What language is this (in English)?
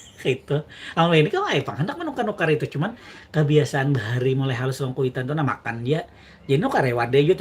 Banjar